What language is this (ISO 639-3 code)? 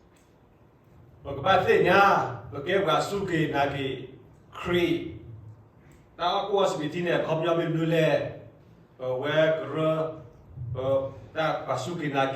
ksw